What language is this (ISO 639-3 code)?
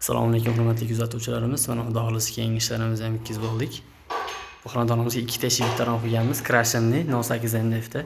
uzb